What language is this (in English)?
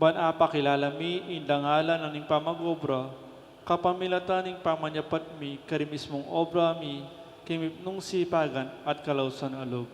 Pampanga